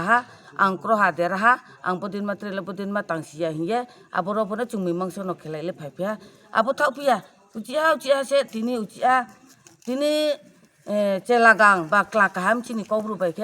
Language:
Riang (India)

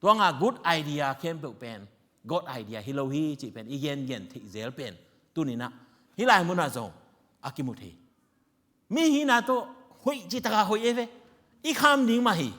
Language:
Tedim Chin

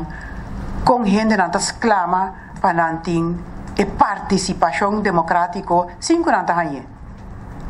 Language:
Papiamento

